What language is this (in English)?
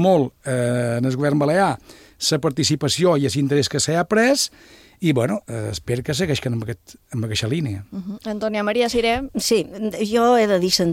Catalan